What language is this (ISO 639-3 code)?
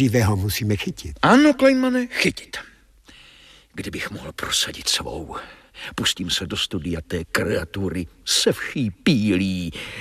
ces